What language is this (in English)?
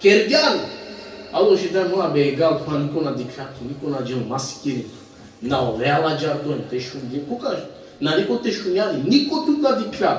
Balkan Romani